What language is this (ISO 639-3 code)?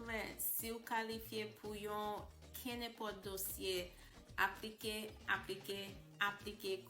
hat